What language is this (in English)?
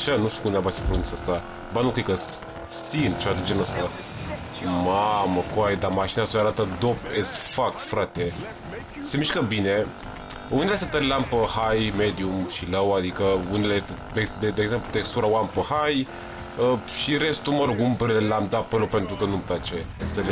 Romanian